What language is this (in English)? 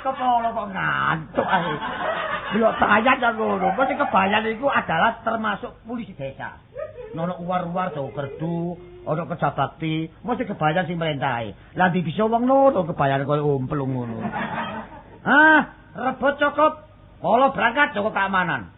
Javanese